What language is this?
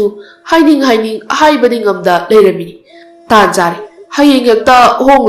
Manipuri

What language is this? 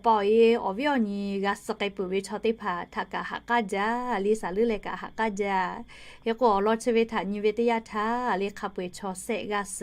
Lahu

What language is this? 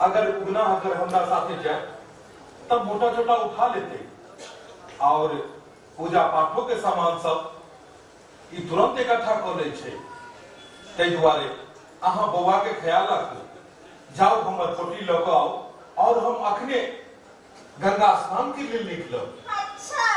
Maithili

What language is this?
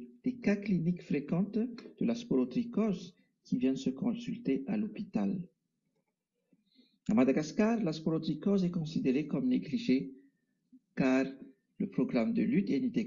French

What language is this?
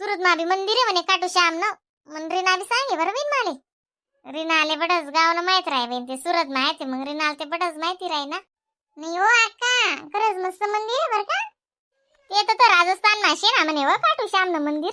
Khandesi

